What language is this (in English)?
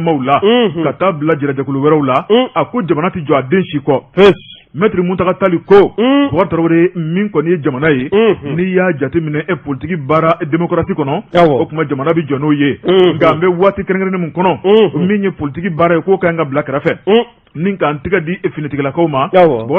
Bambara